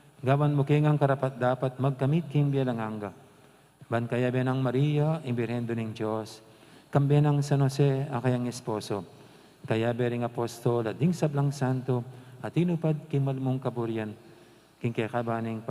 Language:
Pampanga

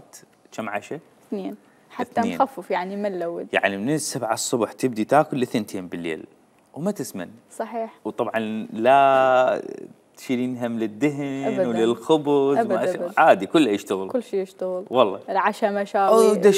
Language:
Mesopotamian Arabic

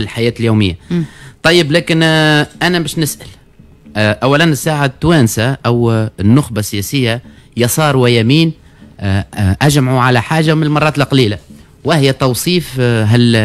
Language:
Tunisian Arabic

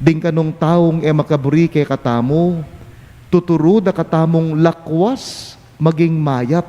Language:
Pampanga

